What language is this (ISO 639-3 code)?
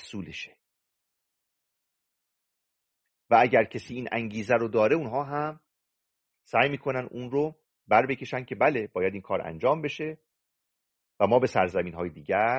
fas